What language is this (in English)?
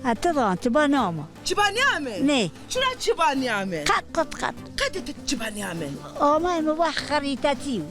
Zaza